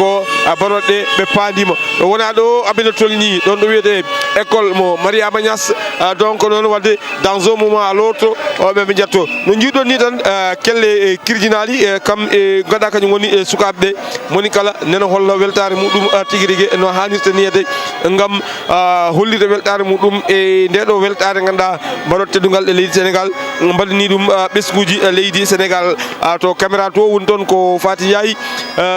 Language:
Fula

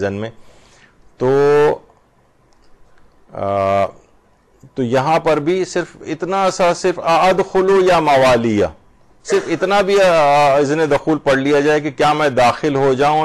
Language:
Urdu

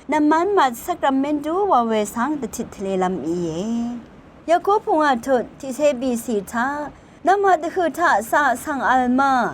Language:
Rawang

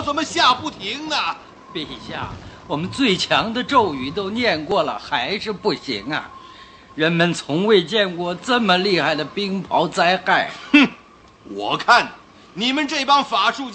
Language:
Chinese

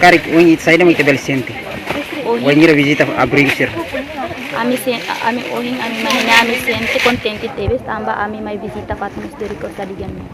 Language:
Tetum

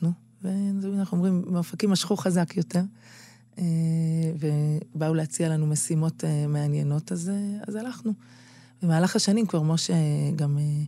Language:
Hebrew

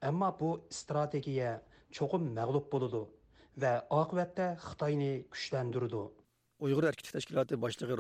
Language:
Uyghur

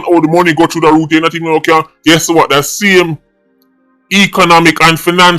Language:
Jamaican Creole English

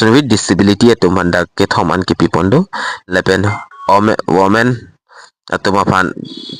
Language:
Karbi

